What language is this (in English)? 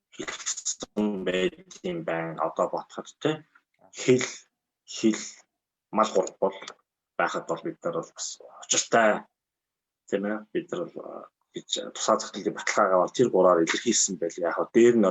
Mongolian